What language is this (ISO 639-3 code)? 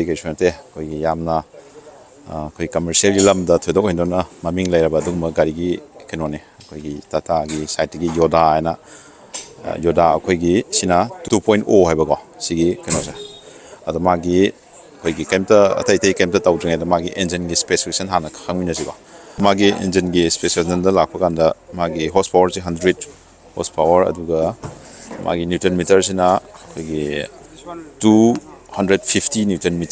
mni